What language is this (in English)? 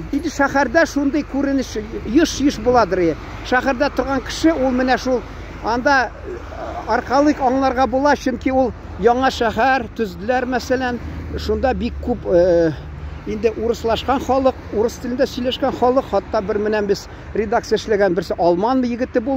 Tatar